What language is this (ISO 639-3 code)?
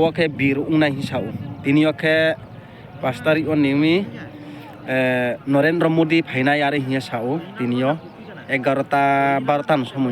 ria